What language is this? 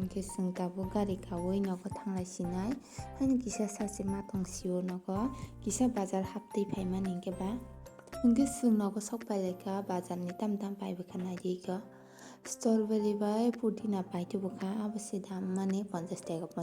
Kok Borok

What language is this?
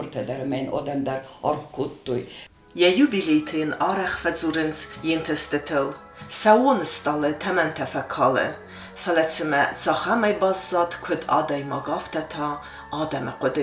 Ossetic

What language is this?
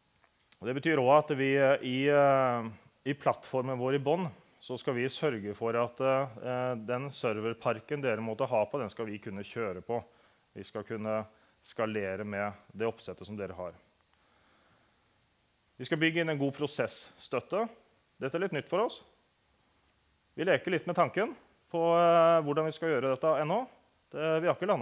Norwegian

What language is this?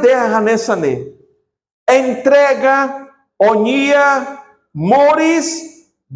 Tetum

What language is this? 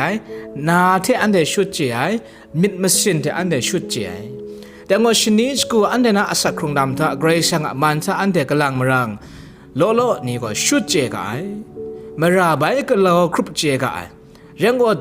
Kachin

